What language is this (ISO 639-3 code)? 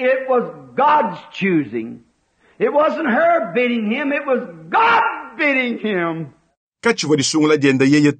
lua